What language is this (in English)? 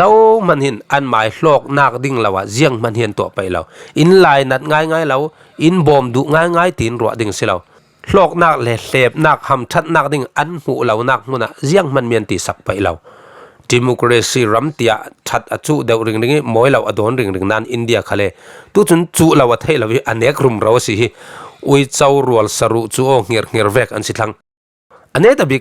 Falam Chin